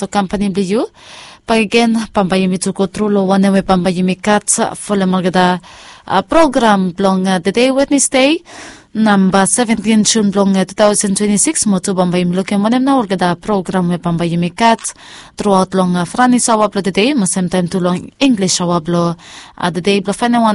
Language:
Bislama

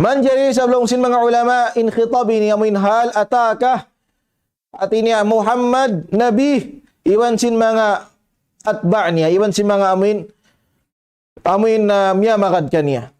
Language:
Tausug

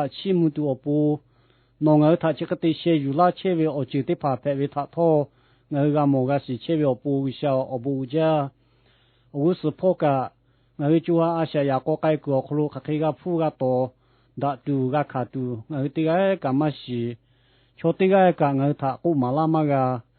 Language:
Lahu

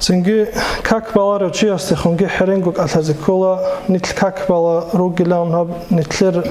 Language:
Avaric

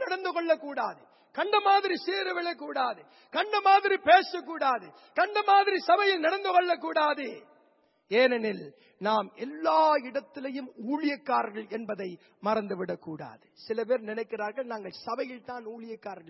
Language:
Tamil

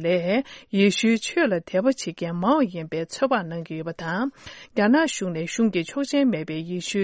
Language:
Tibetan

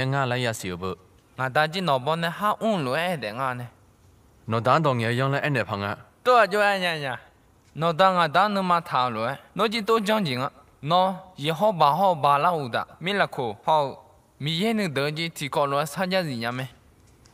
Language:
Akha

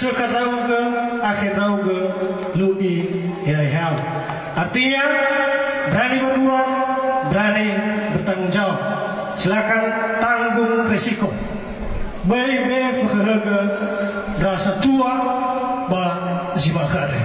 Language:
Nias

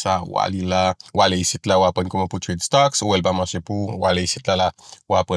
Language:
Haitian Creole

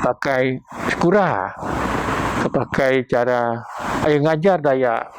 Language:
Biatah Bidayuh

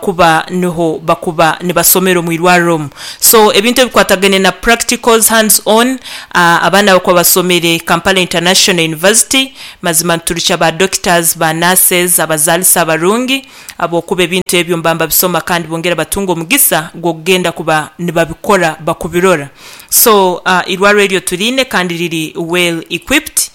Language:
Nyankole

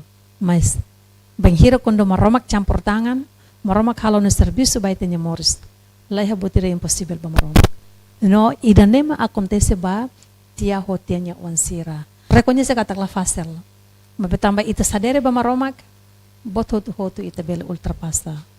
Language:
Tetum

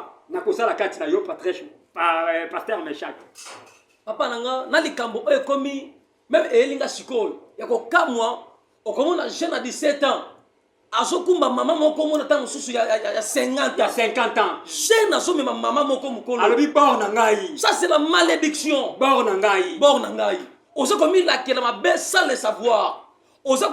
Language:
Lingala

